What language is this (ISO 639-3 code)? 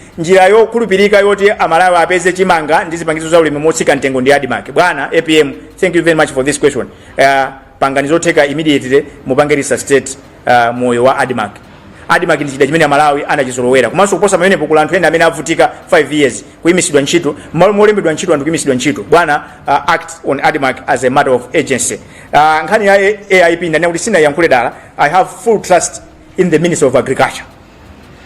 nya